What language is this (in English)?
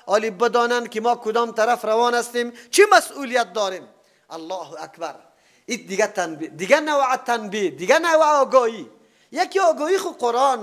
Persian